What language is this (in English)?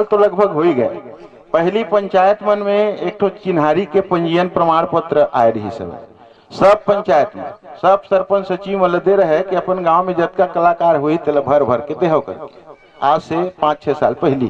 Chhattisgarhi